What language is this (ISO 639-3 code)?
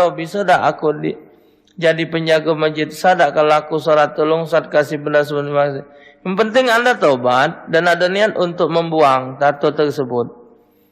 mui